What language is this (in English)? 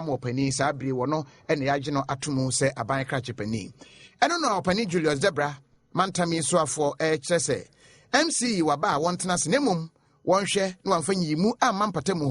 Akan